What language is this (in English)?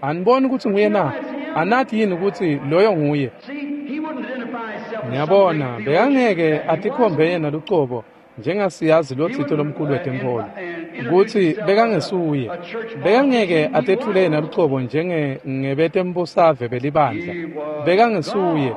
Swati